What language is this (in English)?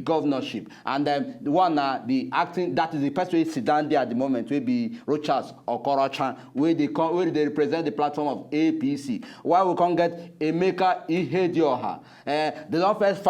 Nigerian Pidgin